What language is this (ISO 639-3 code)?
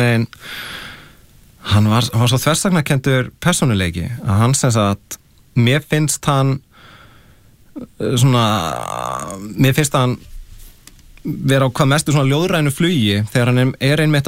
isl